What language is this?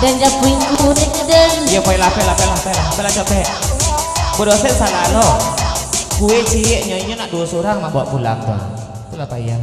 Minangkabau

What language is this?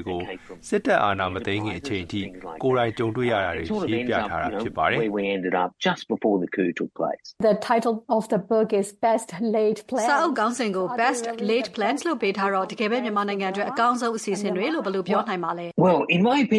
Burmese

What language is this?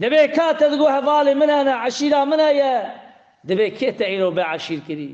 Kurdish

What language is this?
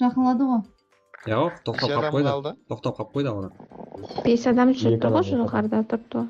Kara-Kalpak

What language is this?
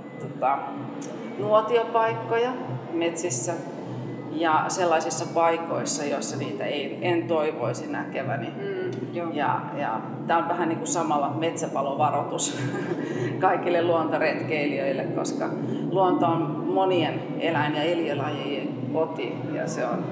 Finnish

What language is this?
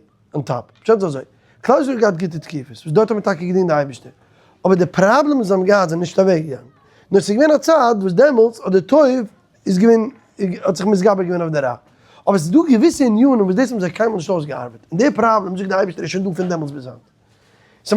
Yiddish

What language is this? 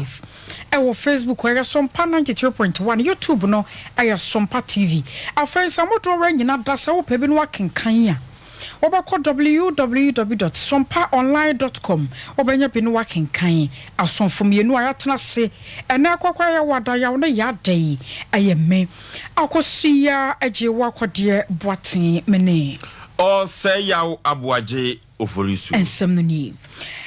Akan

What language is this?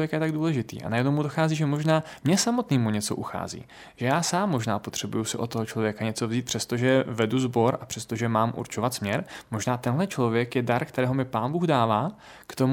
Czech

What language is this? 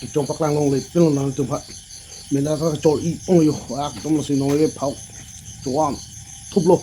Karbi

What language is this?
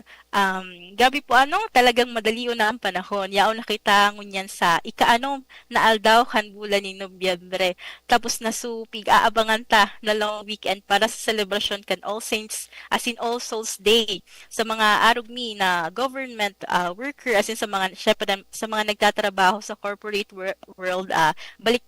Bikol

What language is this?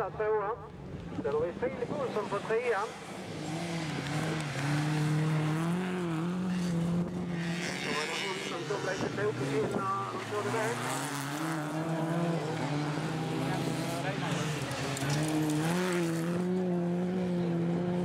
Swedish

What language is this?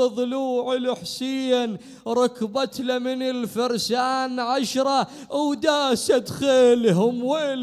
Mesopotamian Arabic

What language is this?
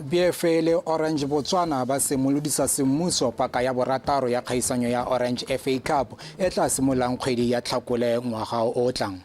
Tswana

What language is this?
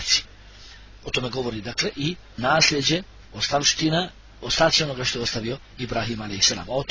Bosnian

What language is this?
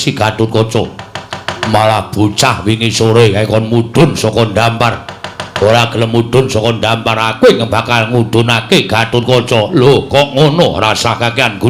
Javanese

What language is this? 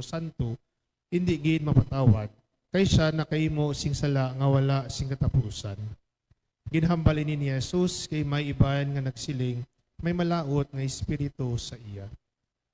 Hiligaynon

